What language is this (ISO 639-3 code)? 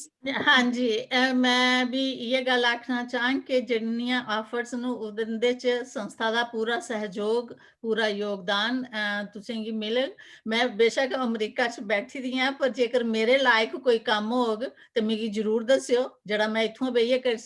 doi